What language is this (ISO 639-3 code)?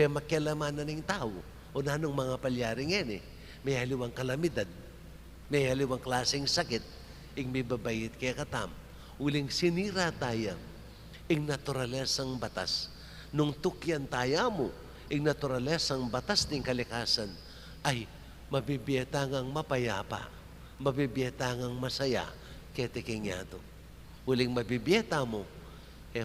pam